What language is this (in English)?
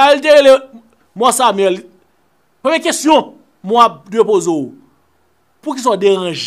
Haitian Creole